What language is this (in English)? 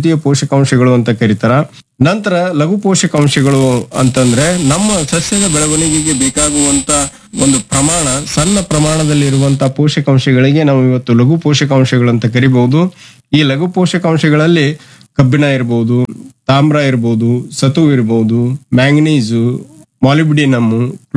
Kannada